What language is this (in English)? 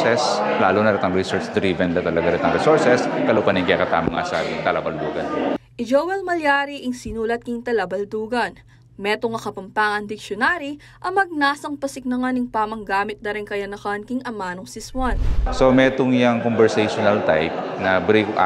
Pampanga